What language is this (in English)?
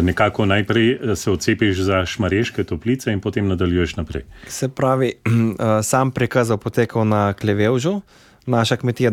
Slovenian